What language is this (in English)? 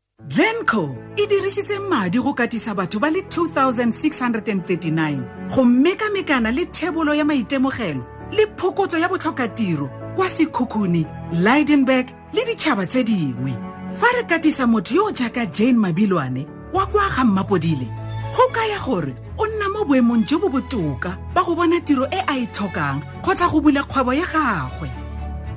Tswana